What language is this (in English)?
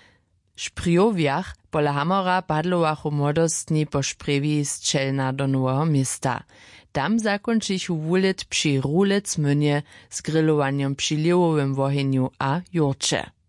Upper Sorbian